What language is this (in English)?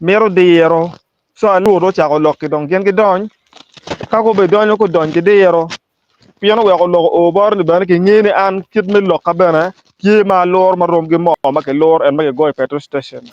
Acoli